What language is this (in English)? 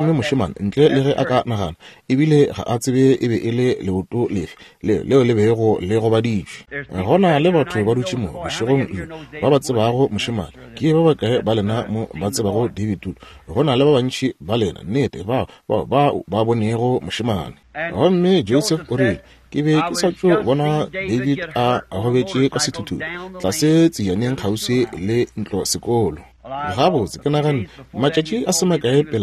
Northern Sotho